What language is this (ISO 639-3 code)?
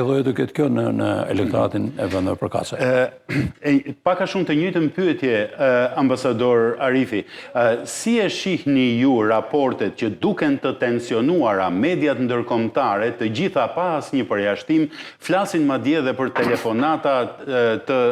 sqi